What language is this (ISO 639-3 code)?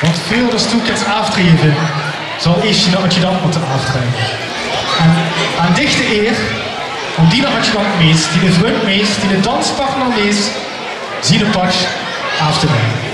lim